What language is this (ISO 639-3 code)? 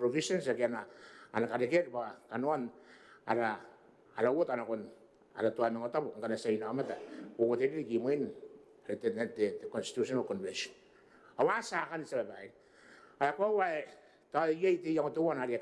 gil